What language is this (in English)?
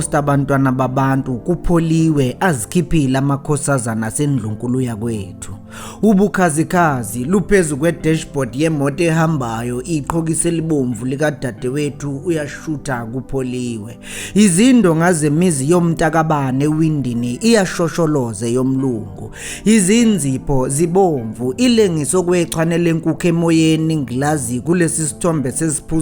Zulu